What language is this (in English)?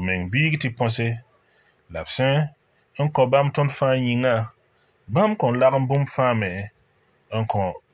Mossi